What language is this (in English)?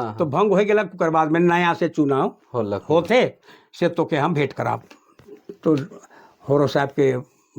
Sadri